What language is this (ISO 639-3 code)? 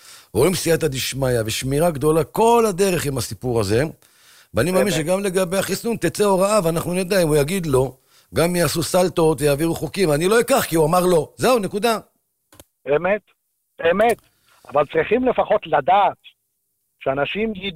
heb